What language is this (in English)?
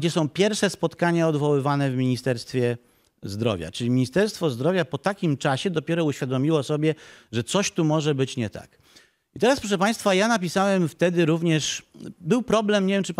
Polish